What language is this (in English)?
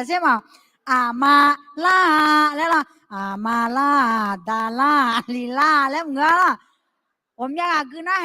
Akha